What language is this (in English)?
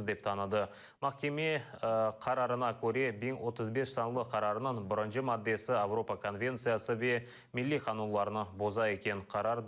Crimean Tatar